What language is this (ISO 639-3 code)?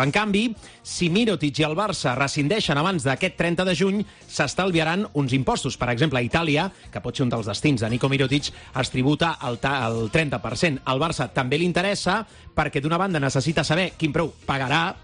cat